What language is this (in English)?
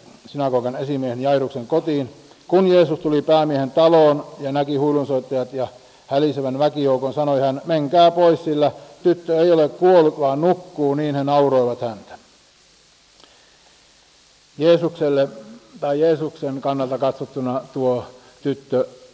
Finnish